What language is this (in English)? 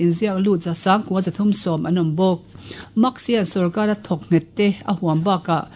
Mizo